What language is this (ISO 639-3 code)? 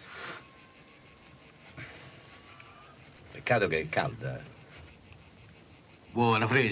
ita